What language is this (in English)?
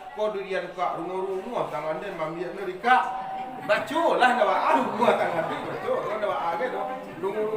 Minangkabau